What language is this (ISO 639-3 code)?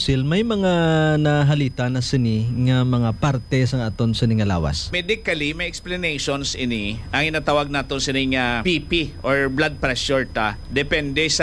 hil